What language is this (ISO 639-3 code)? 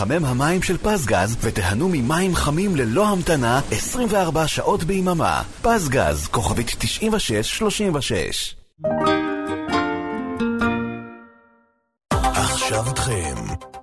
heb